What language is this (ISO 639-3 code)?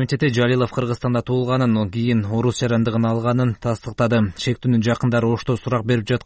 kir